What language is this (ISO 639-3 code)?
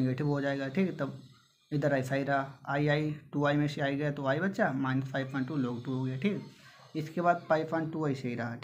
hin